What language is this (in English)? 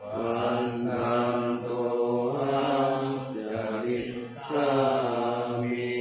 Pali